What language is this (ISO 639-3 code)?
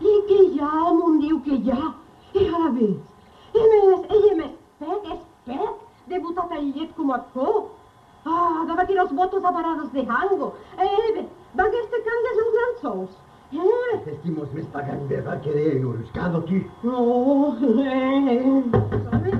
oci